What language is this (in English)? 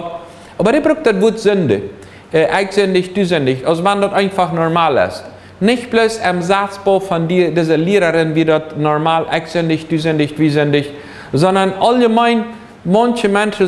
Plautdietsch